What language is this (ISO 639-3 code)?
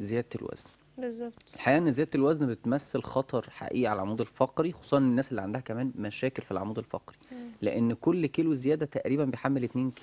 arz